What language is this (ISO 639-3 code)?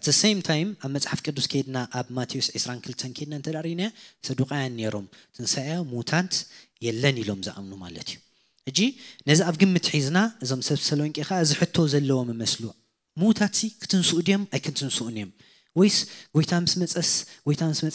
tir